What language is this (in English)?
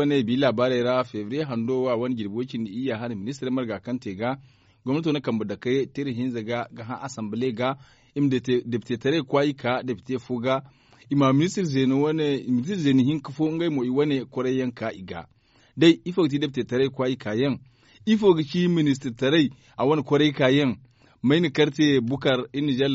Zarma